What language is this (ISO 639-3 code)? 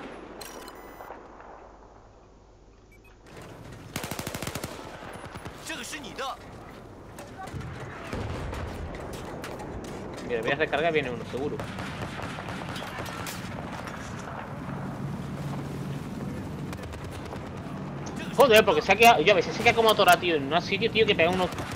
spa